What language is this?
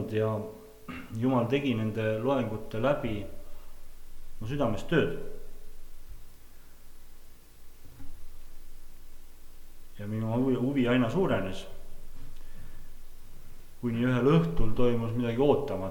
Estonian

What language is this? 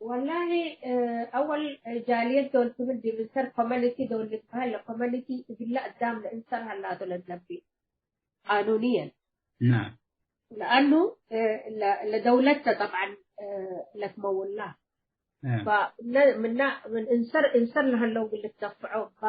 Tigre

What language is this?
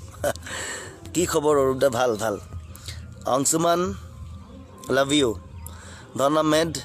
Assamese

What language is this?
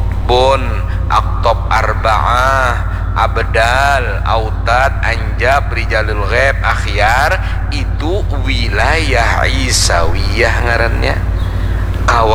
Banjar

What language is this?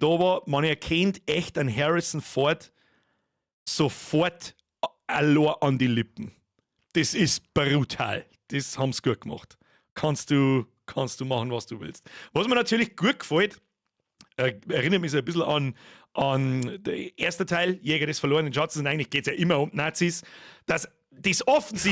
Bavarian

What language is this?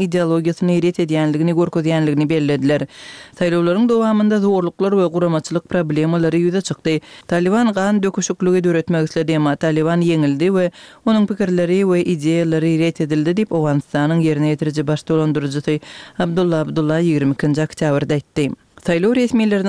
Kyrgyz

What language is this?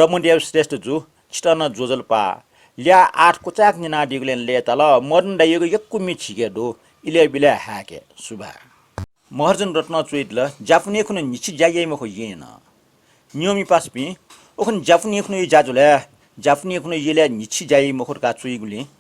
Newari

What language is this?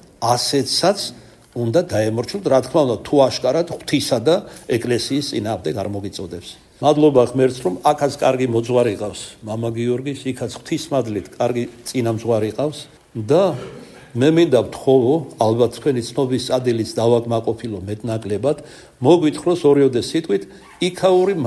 Georgian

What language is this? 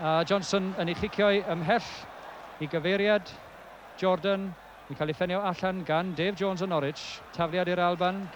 Welsh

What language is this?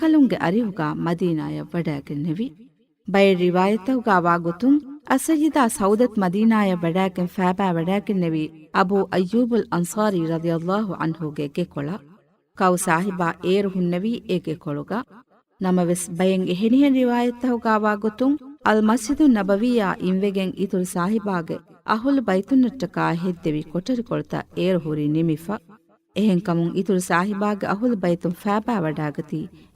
Divehi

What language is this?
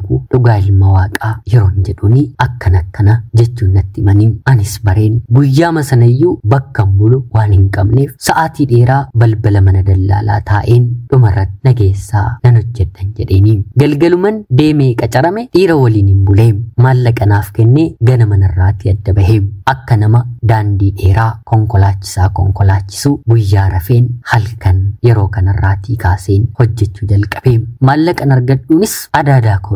Oromo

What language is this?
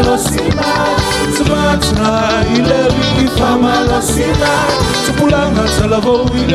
Samoan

